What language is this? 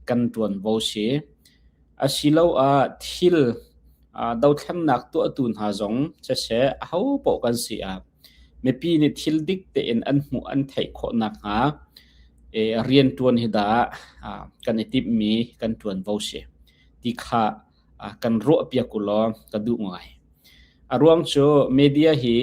Hakha Chin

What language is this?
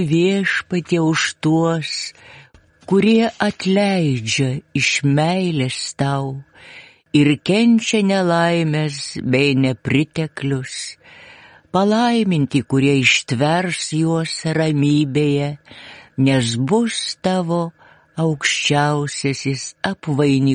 Lithuanian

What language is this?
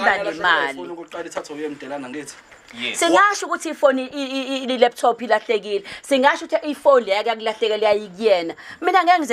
Zulu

